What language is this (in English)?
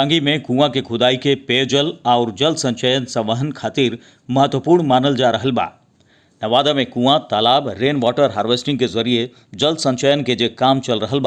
Bhojpuri